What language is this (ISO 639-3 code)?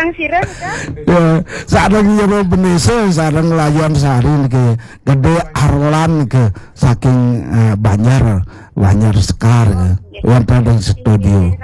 ban